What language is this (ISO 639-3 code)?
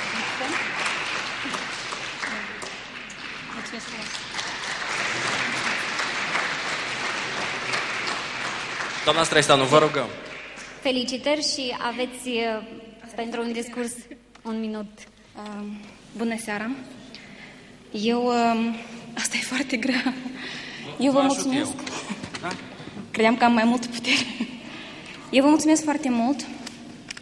ron